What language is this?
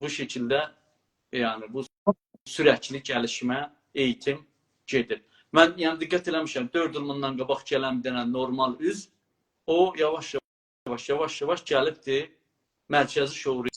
South Azerbaijani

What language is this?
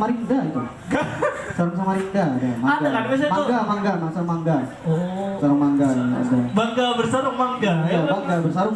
Banjar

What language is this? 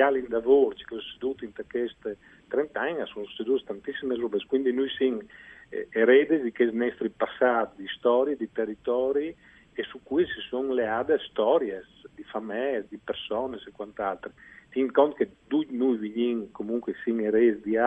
Friulian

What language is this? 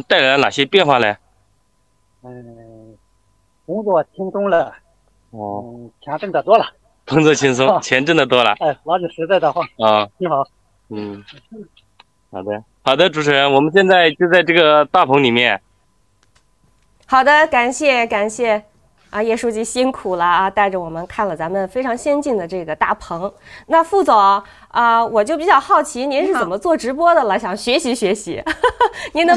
Chinese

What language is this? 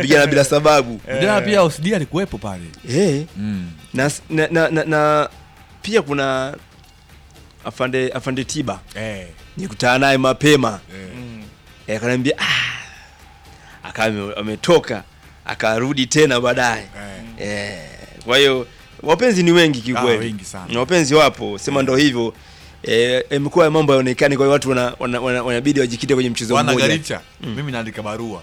Swahili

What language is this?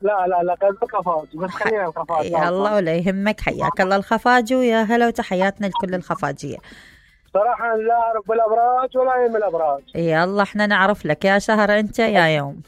Mesopotamian Arabic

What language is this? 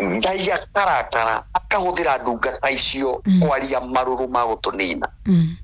Kikuyu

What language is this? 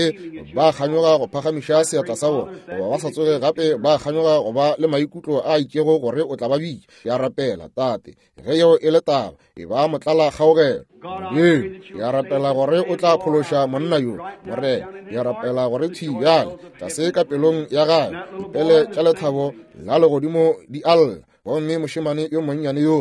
Northern Sotho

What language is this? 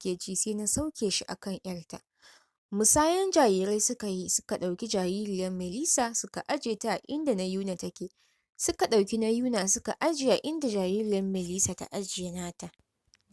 Hausa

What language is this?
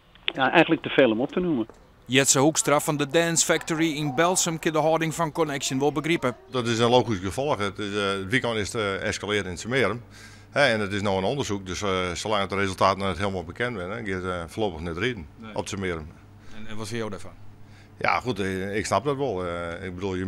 Western Frisian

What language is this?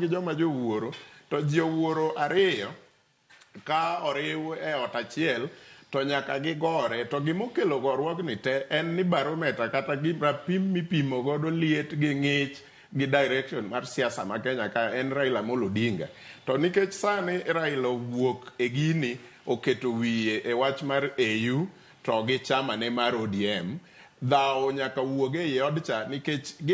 Luo (Kenya and Tanzania)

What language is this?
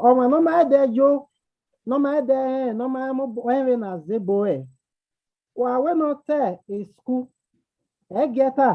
Bini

